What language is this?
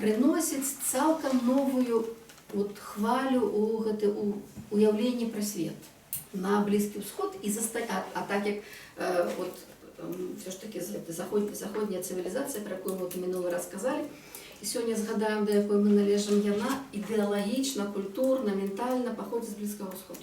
Belarusian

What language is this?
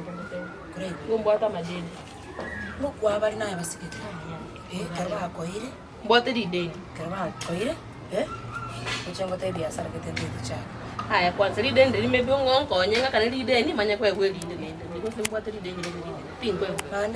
Gusii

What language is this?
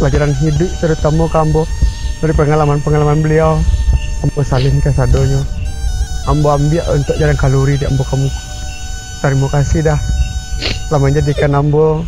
Minangkabau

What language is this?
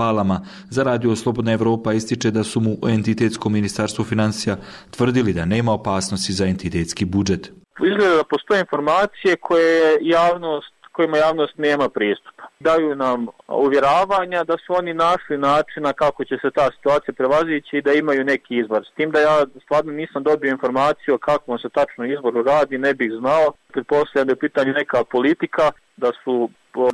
Bosnian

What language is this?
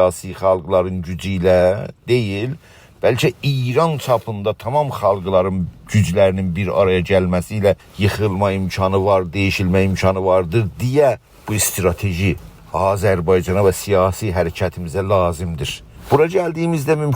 South Azerbaijani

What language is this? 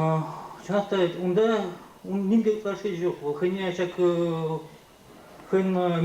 Chuvash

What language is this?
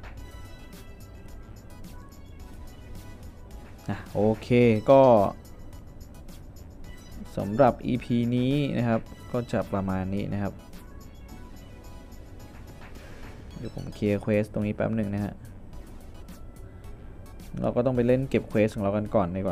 Thai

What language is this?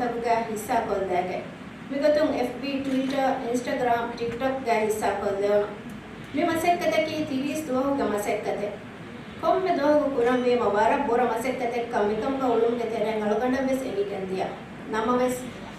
Divehi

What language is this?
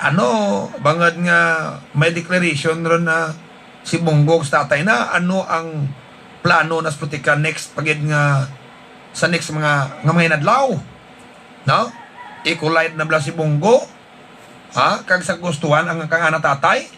Hiligaynon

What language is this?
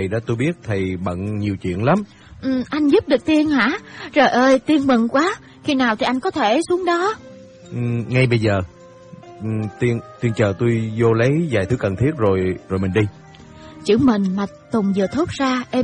Vietnamese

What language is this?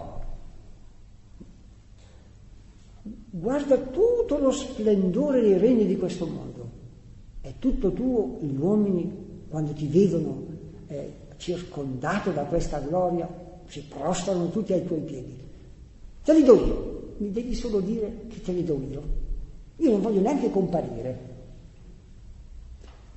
Italian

